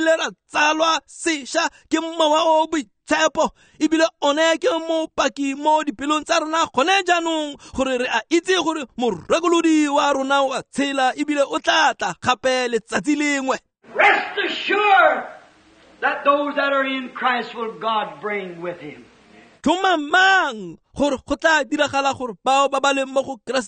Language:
Tswana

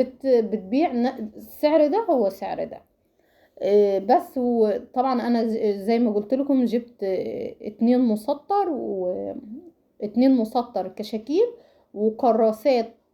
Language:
Egyptian Arabic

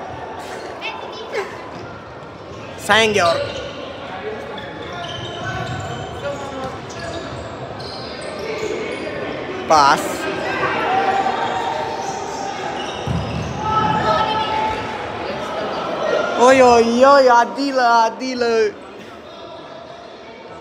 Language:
Romanian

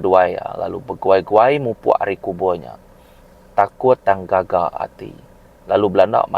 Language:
Iban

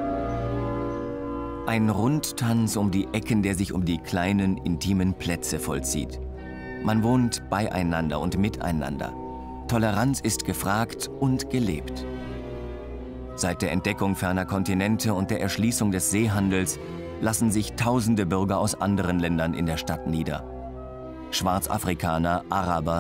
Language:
German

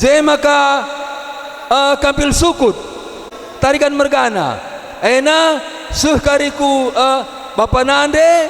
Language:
Batak Karo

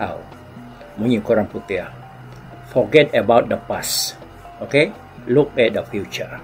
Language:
Iban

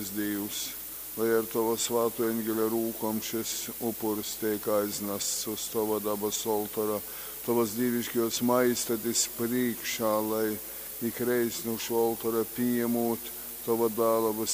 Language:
Latgalian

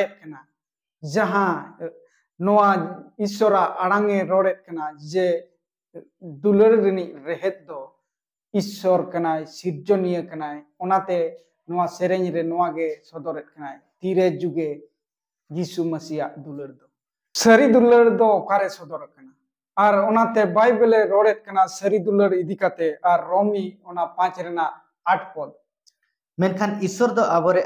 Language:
Santali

